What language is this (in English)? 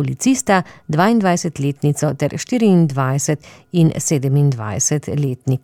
Slovenian